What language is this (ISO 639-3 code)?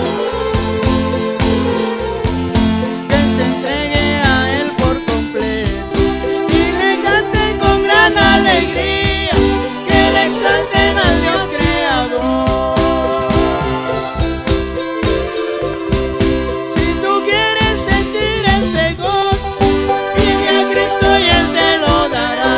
spa